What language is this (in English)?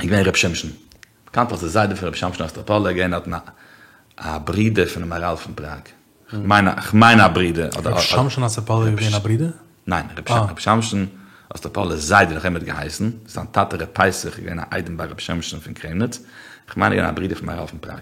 Yiddish